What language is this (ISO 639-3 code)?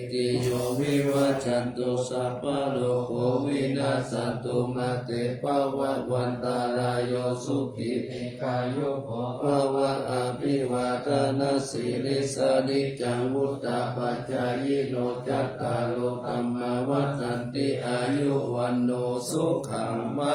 pli